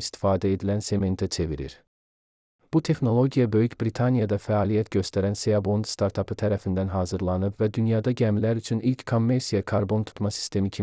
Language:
Azerbaijani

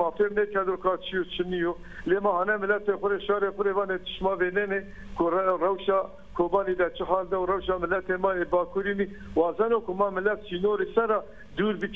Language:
Zaza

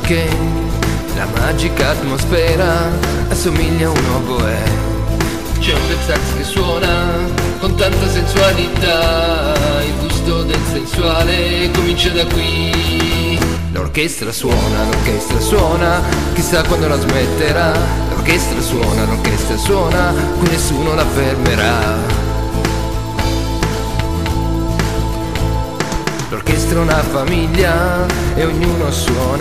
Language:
Italian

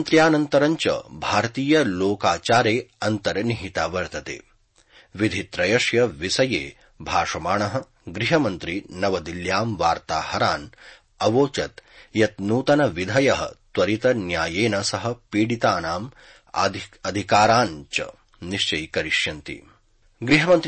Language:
Sanskrit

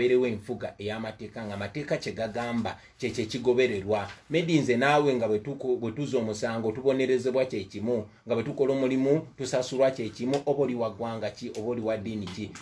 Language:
Ganda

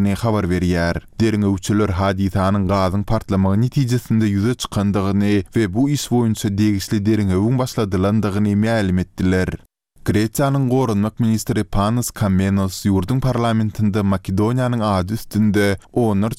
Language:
Turkmen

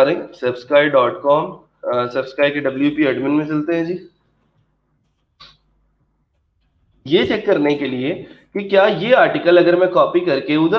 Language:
Hindi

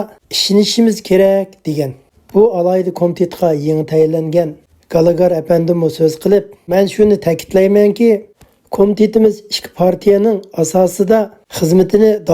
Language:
Uyghur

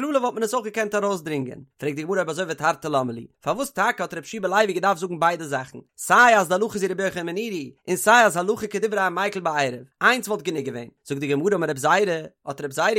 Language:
Yiddish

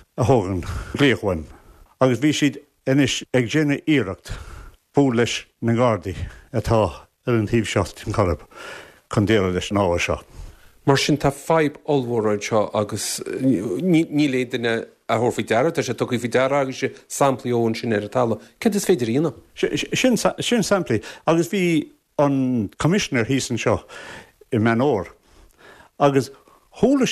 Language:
Irish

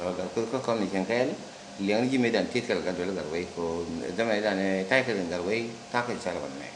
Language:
Nuer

